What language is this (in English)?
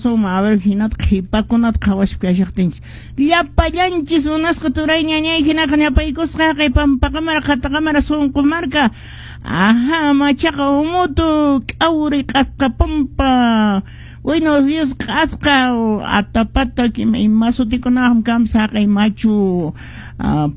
Quechua